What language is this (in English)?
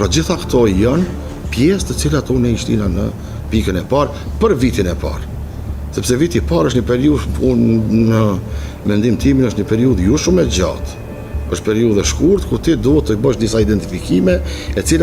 Albanian